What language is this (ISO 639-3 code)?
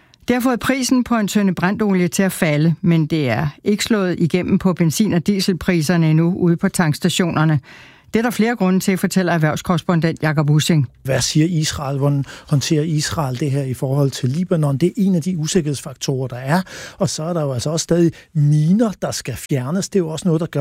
dan